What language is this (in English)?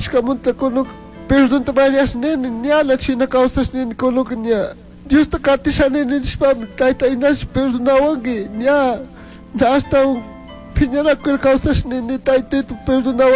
Chimborazo Highland Quichua